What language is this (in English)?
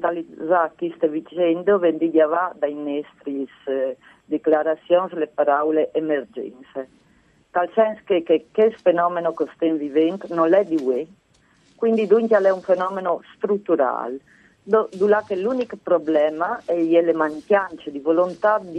Friulian